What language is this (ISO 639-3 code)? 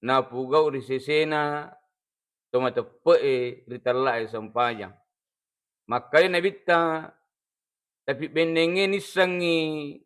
bug